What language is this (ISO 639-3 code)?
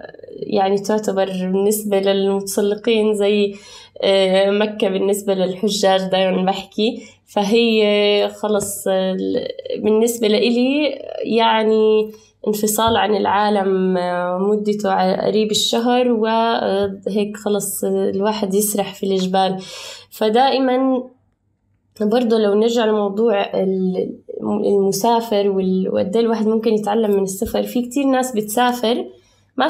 apc